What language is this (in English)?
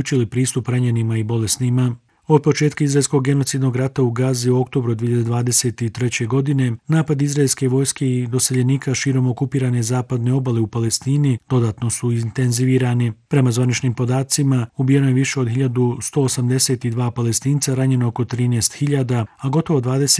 Bosnian